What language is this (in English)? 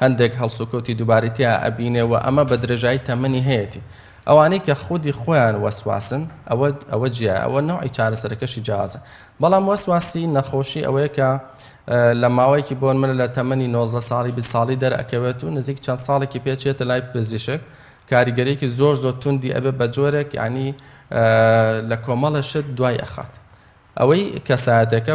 Central Kurdish